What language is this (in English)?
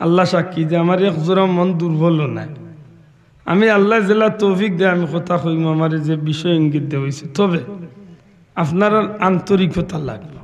Sylheti